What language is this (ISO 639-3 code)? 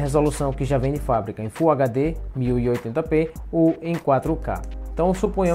por